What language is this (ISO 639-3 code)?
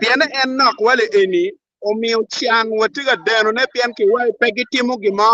ach